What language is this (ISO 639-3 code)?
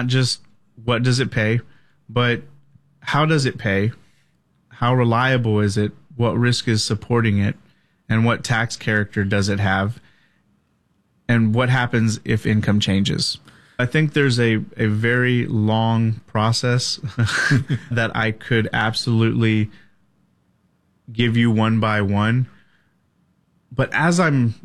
eng